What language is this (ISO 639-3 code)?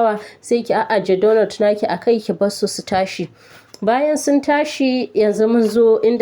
hau